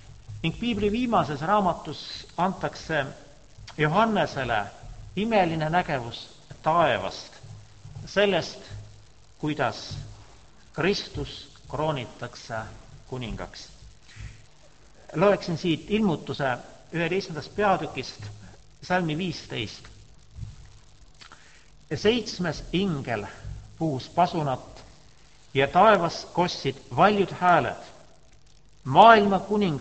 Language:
Estonian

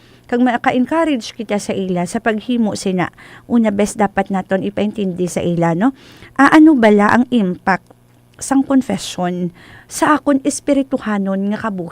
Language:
Hiligaynon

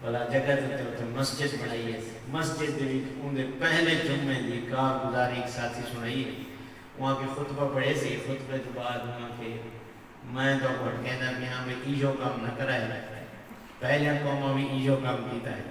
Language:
Saraiki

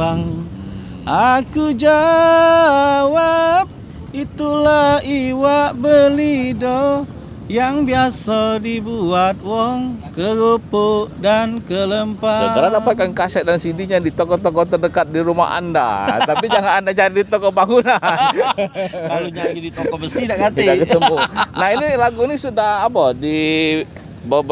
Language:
Musi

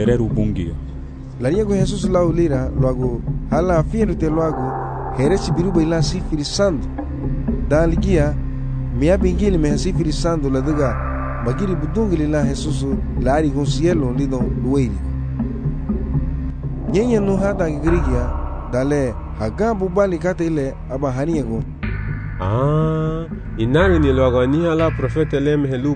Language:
Garifuna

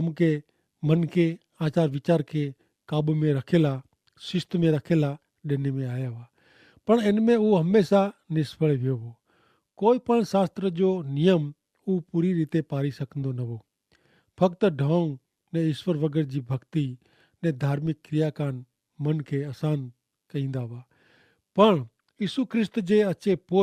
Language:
Kachhi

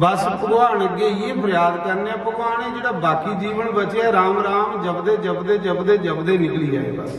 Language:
Dogri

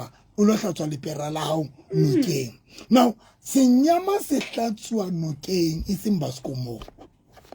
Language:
Southern Sotho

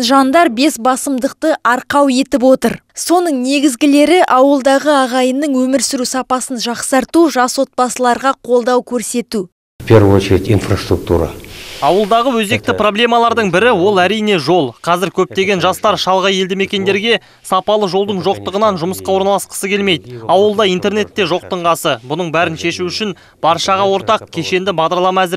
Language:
Kazakh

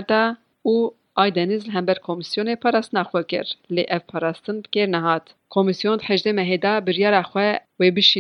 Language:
Kurdish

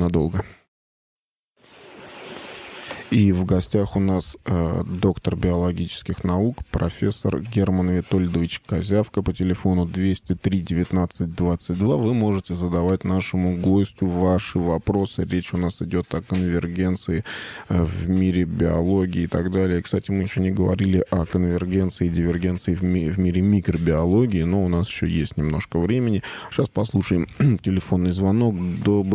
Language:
Russian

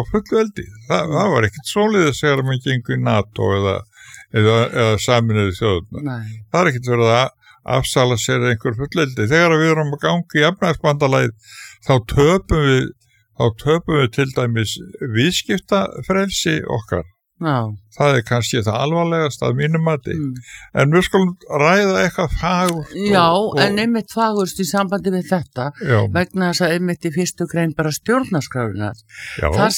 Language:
Icelandic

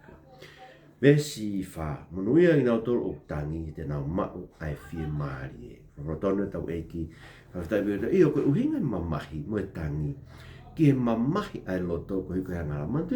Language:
Tongan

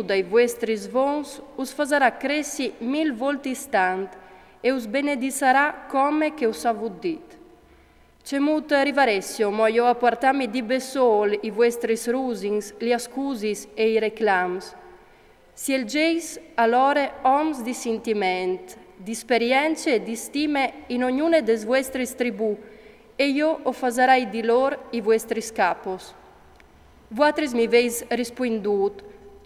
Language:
Friulian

